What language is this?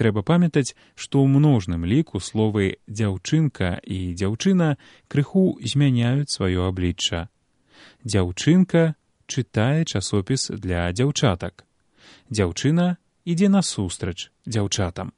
Belarusian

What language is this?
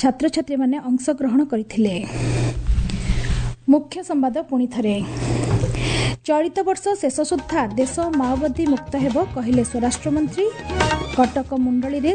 Odia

